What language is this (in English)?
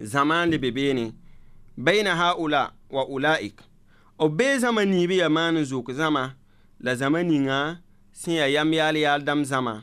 Mossi